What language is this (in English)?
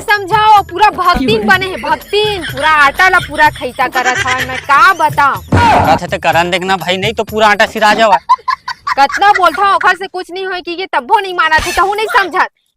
Chhattisgarhi